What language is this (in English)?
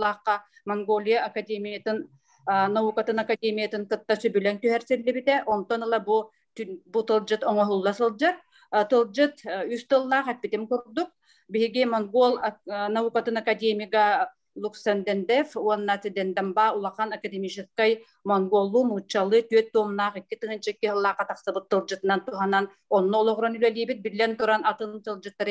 Yakut